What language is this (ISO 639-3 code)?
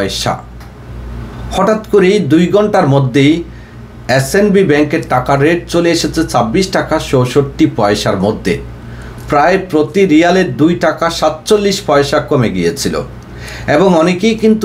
ben